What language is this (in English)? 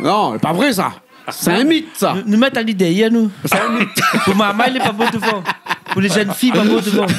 Réunion Creole French